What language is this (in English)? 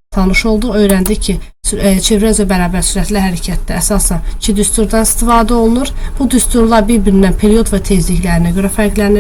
Azerbaijani